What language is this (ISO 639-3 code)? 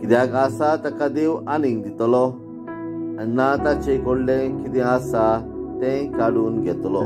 kok